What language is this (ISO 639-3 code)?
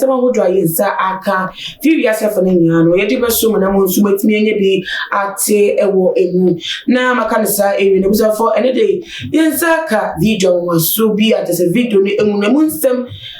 aka